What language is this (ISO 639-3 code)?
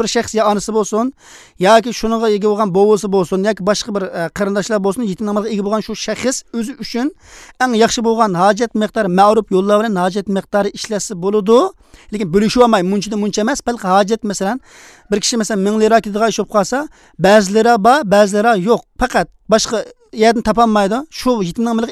uig